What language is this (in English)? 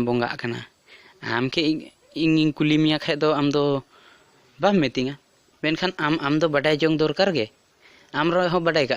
Santali